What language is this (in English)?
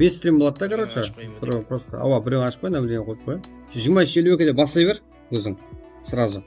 Kara-Kalpak